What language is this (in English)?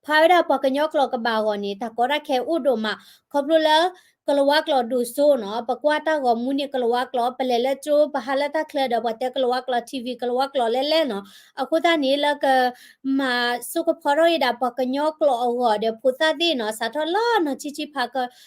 S'gaw Karen